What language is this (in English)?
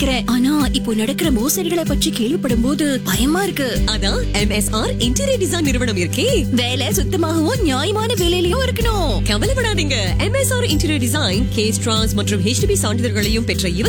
Tamil